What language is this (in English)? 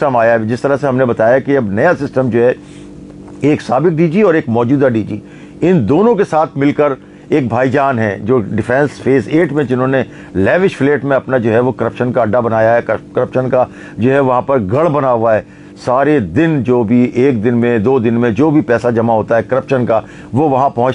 Urdu